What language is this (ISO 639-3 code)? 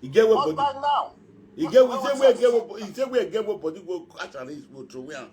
pcm